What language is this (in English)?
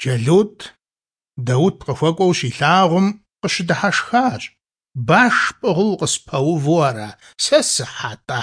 Kabardian